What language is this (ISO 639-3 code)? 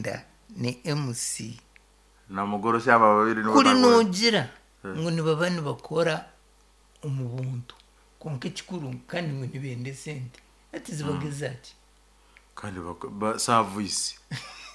nyo